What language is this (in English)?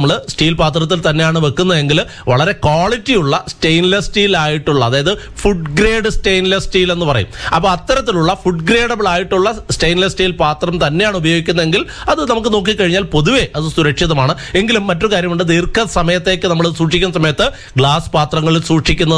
Malayalam